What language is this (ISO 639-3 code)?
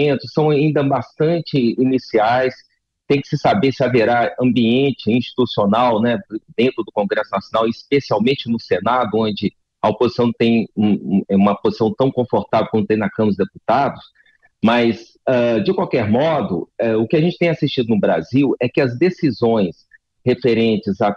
por